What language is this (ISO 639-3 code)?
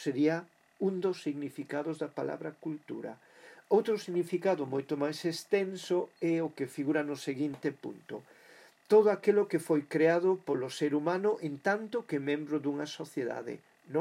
glg